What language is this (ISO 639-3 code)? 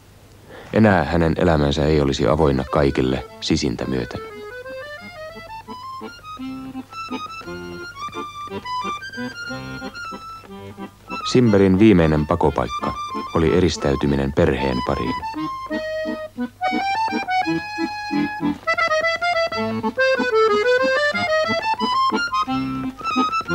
fin